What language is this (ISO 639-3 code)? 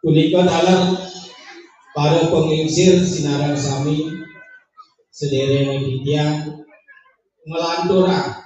ban